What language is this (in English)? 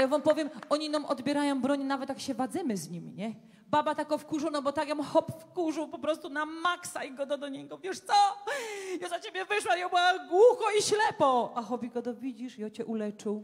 Silesian